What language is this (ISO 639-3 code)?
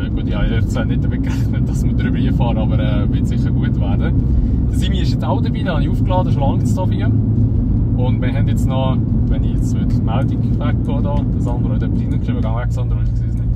gsw